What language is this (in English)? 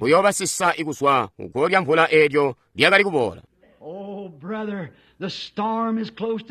Tonga (Zambia)